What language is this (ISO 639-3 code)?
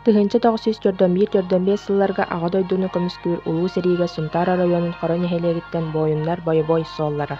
sah